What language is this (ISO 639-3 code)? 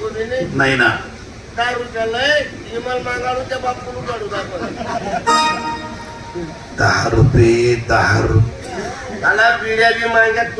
mar